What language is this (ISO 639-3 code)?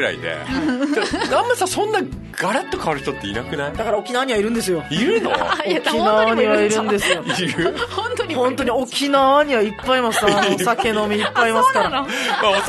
jpn